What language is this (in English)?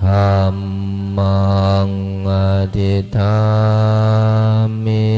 Pali